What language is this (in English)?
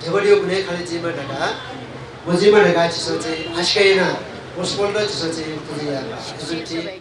Newari